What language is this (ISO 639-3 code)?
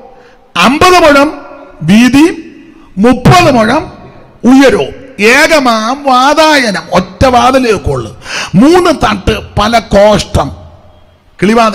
mal